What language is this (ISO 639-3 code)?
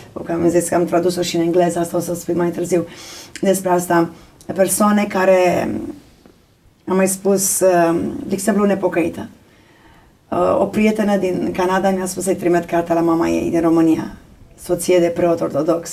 ron